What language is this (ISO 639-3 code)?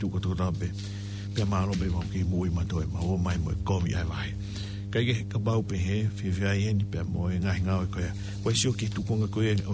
ton